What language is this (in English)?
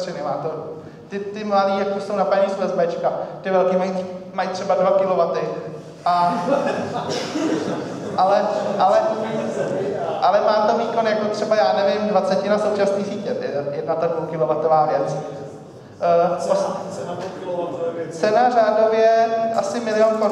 Czech